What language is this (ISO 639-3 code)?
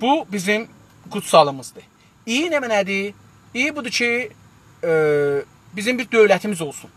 azb